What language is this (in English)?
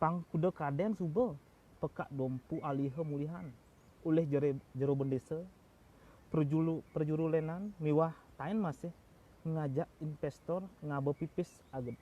Balinese